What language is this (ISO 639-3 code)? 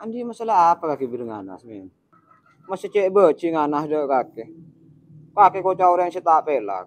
mad